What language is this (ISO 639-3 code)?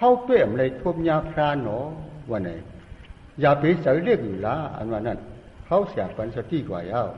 shn